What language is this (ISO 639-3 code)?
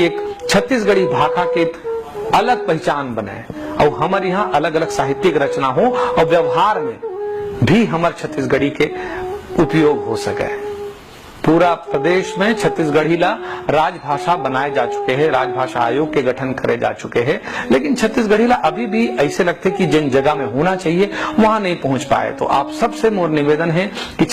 hne